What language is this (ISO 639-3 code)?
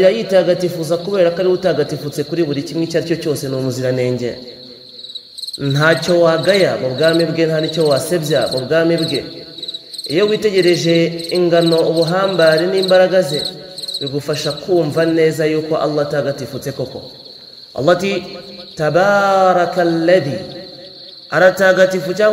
kin